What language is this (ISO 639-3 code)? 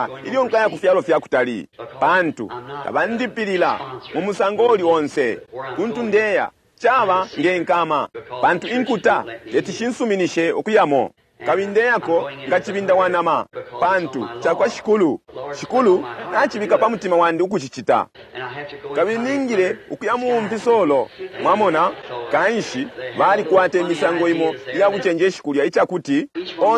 bem